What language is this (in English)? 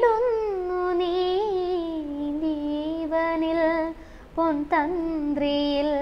Malayalam